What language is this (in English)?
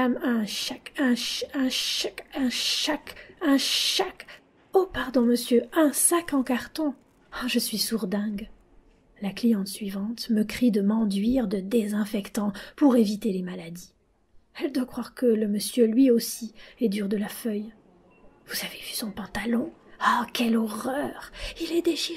French